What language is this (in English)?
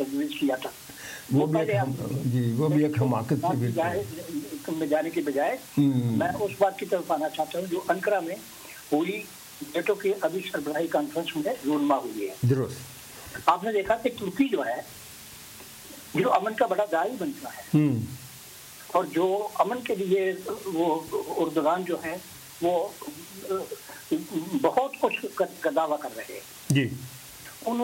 Urdu